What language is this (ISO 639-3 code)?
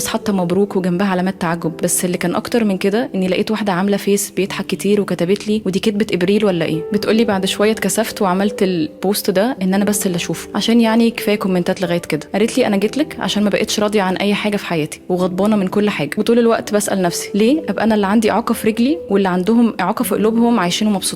arz